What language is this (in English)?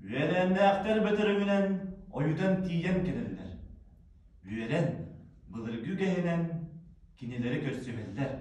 Yakut